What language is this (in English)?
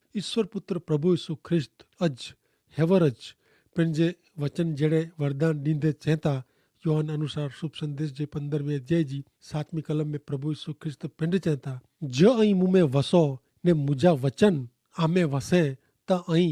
Kachhi